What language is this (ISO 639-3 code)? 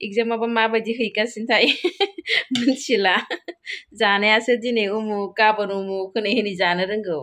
brx